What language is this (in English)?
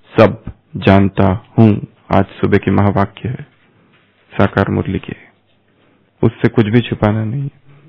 Hindi